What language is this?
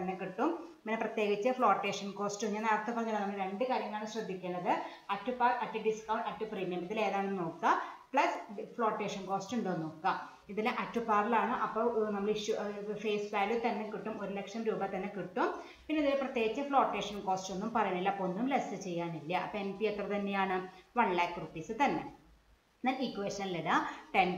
Malayalam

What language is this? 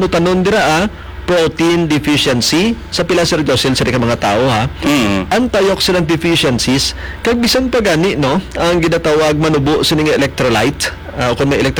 Hiligaynon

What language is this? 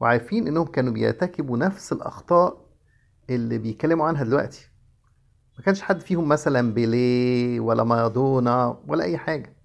Egyptian Arabic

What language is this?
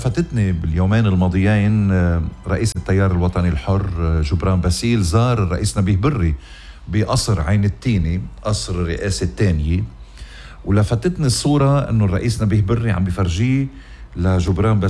North Levantine Arabic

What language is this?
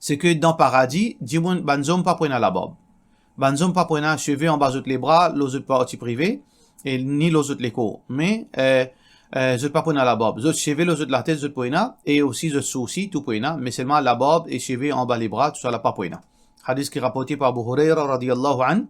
Morisyen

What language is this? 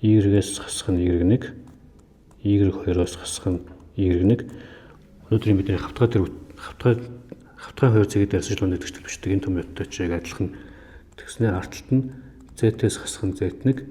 Mongolian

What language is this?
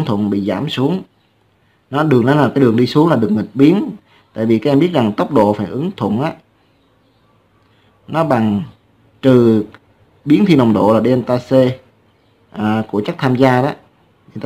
Vietnamese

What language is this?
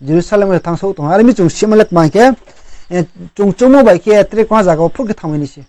Riang (India)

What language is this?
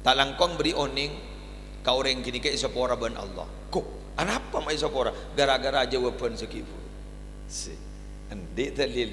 Madurese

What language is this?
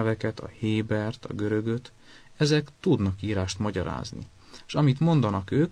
Hungarian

